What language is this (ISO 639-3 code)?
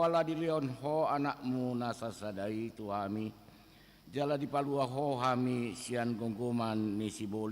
bbc